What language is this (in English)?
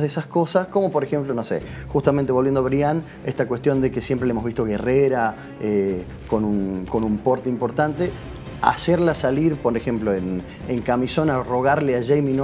Spanish